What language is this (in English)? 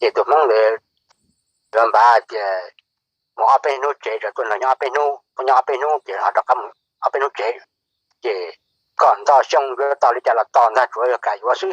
Hmong